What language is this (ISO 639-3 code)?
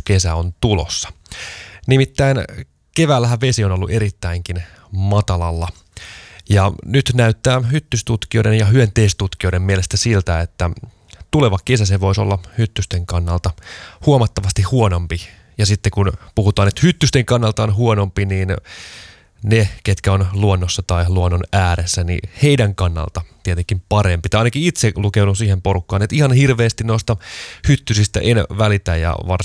fin